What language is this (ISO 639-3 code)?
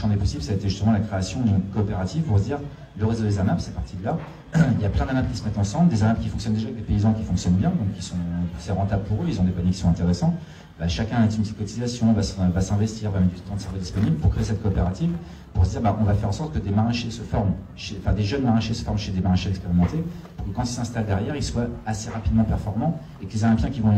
fra